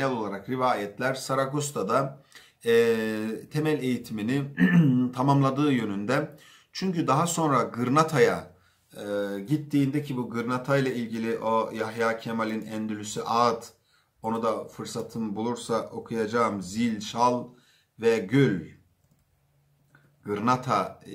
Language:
Turkish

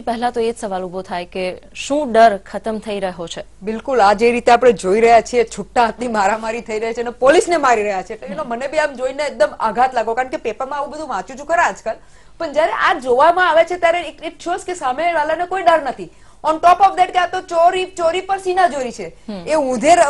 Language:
Gujarati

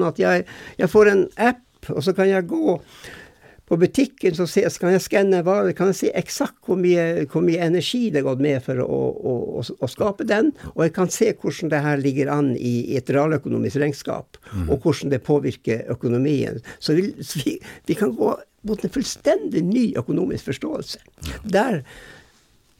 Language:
Norwegian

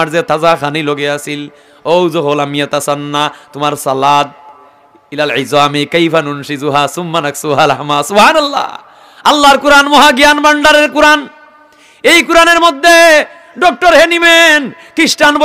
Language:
Sylheti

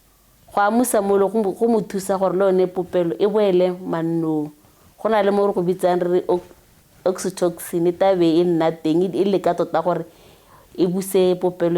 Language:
Tswana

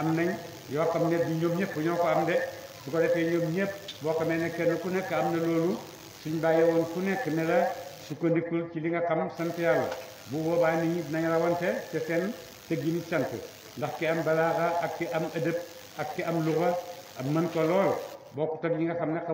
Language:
Wolof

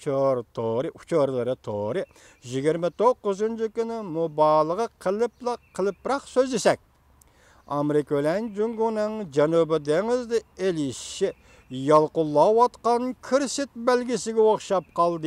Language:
Uyghur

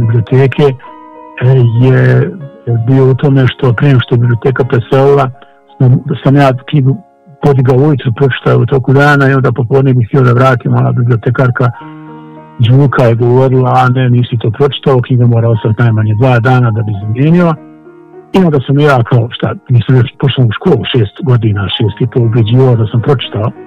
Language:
Bosnian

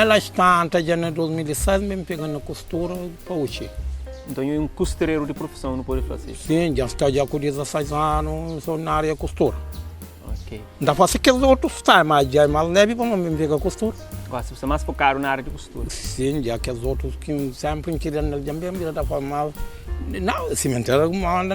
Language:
Kabuverdianu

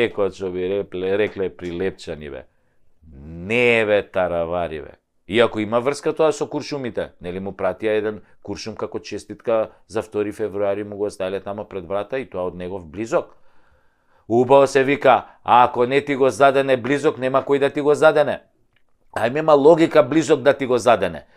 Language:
Macedonian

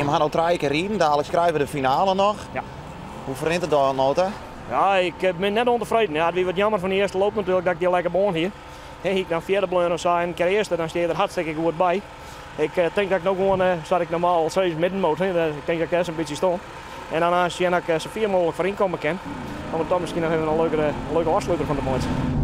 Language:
Western Frisian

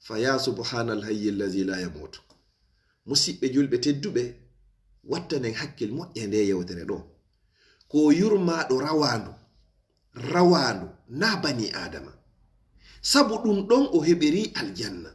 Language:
Fula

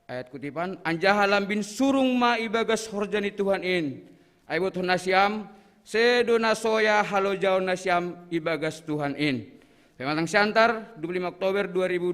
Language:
Batak Simalungun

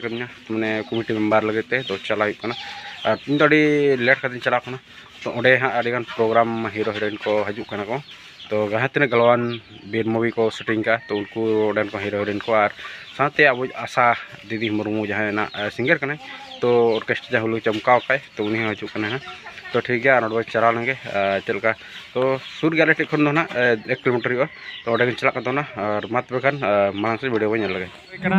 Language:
Santali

